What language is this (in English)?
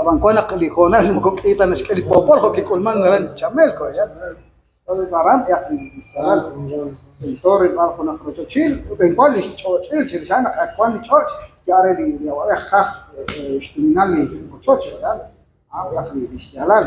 Kekchí